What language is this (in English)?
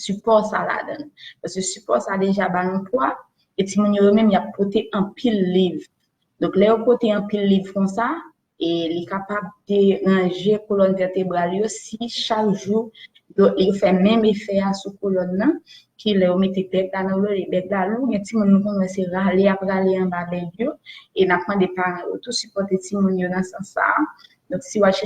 Haitian Creole